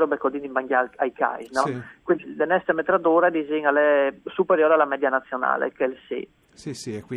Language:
Friulian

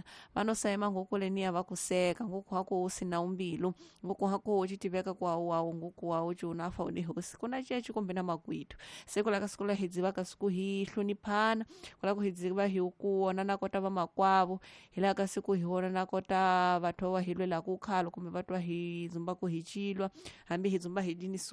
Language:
Tsonga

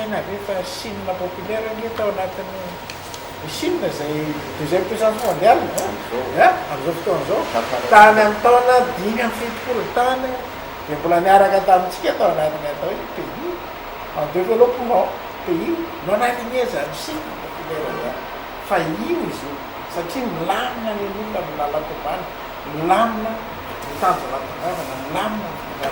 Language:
Malagasy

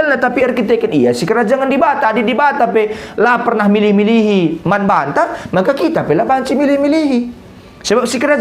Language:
Batak Karo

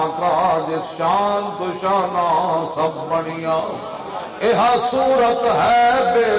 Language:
Western Panjabi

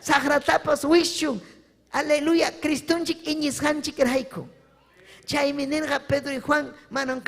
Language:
Ayacucho Quechua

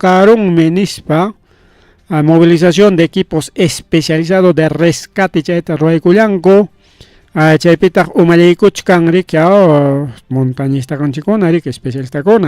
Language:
Ayacucho Quechua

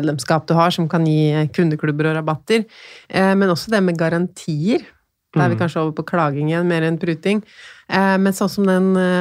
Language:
Norwegian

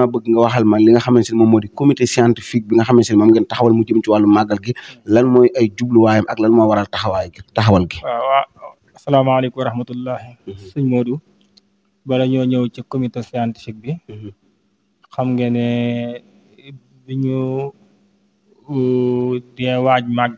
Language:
Wolof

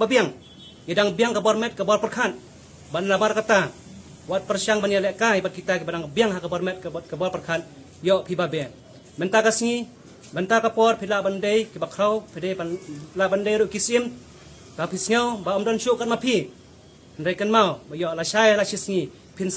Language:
Khasi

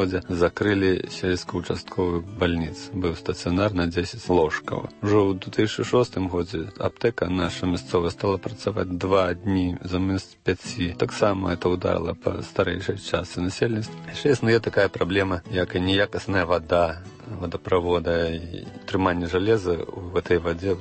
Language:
Belarusian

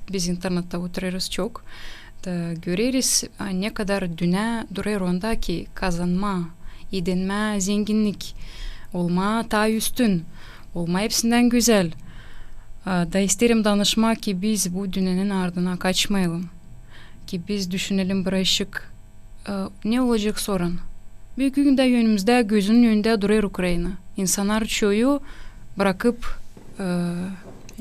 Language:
Gagauz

